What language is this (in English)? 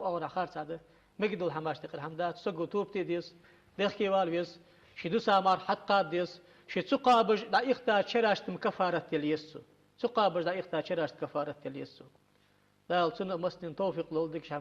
Ingush